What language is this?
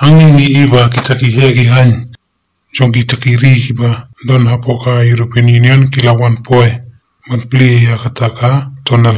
Khasi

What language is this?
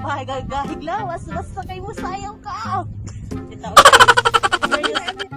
Cebuano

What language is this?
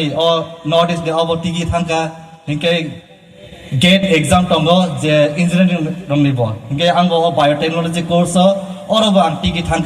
Riang (India)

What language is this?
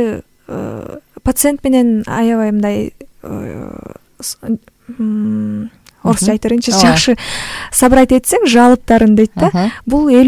Kyrgyz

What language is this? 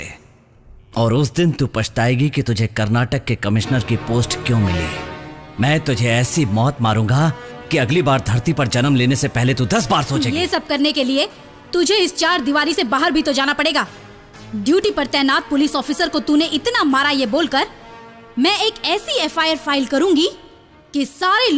Hindi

